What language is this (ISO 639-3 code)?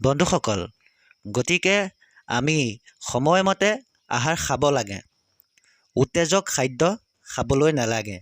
asm